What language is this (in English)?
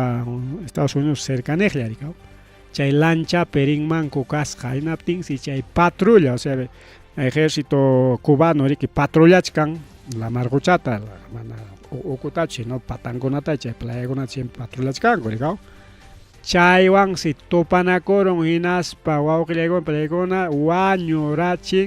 Ayacucho Quechua